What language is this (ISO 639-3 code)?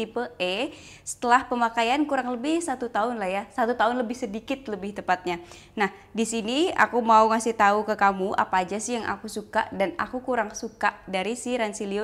ind